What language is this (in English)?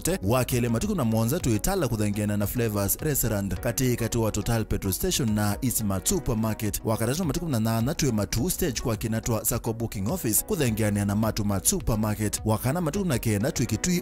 Kamba